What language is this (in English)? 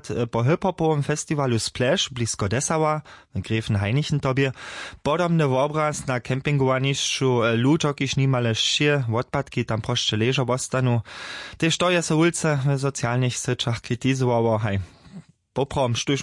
Upper Sorbian